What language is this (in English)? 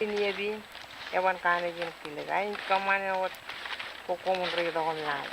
Marshallese